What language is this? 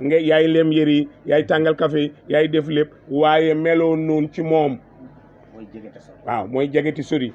Wolof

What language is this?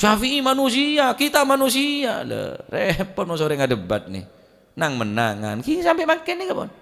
Madurese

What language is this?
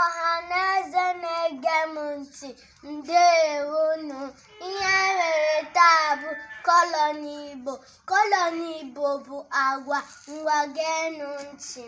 Igbo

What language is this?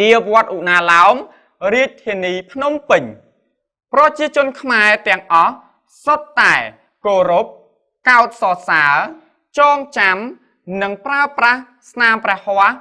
Khmer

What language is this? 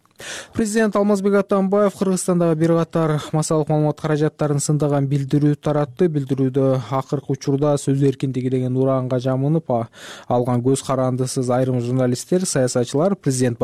Kyrgyz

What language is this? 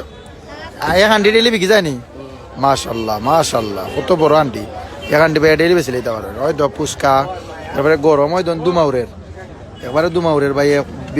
Sylheti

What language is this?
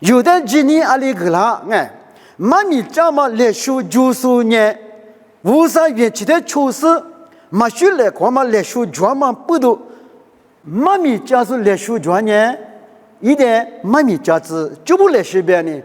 Lisu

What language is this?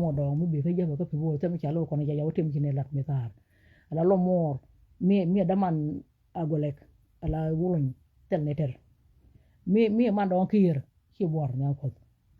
Nuer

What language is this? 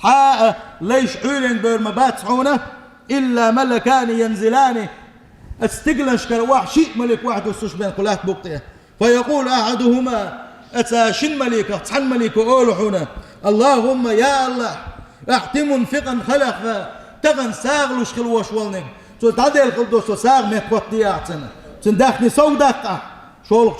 Chechen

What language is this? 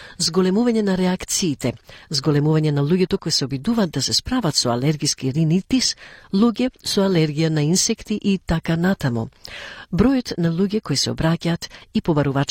Macedonian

